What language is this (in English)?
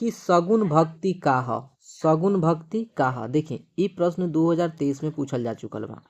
Bhojpuri